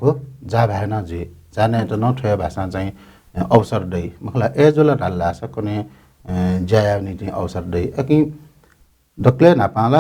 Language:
Newari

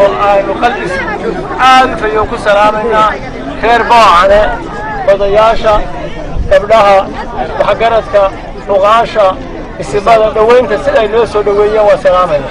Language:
Somali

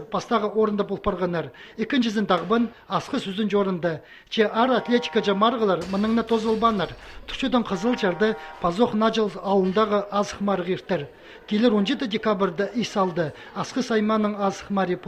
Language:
Khakas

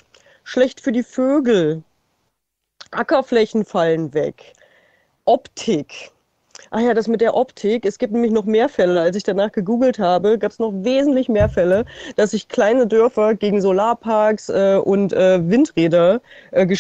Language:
German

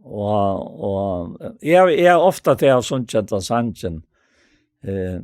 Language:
Faroese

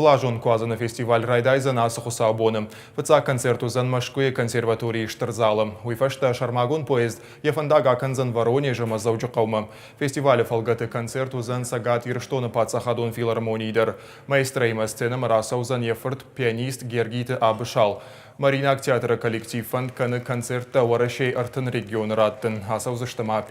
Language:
Ossetic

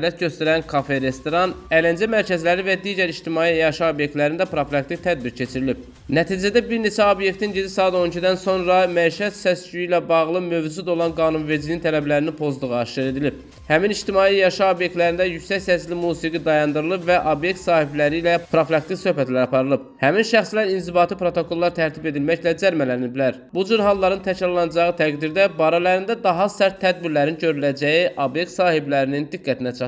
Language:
Azerbaijani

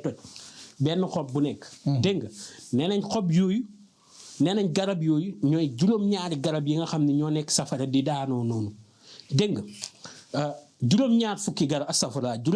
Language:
Wolof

